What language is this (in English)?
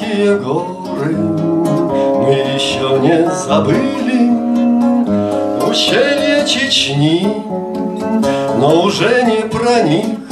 Russian